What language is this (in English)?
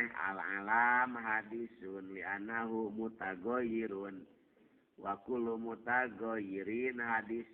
Sundanese